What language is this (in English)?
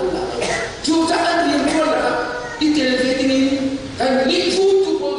Hakha Chin